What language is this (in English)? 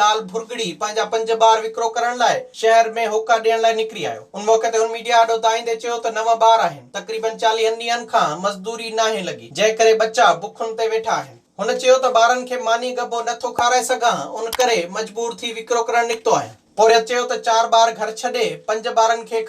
Sindhi